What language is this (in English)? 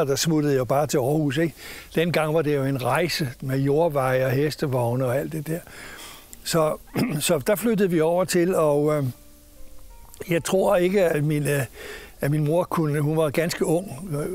Danish